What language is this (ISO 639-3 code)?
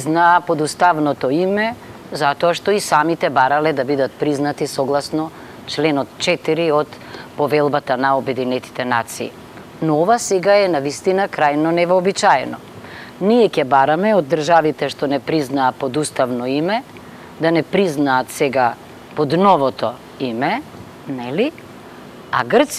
mkd